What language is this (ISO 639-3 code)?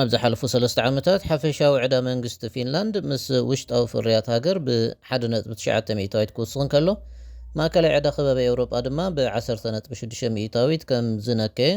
tir